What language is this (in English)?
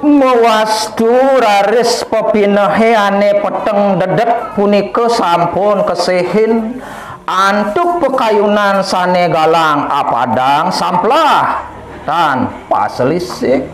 Balinese